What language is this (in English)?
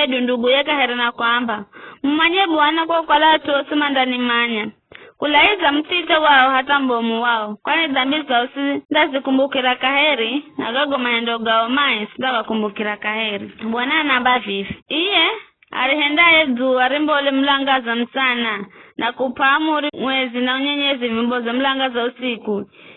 Giryama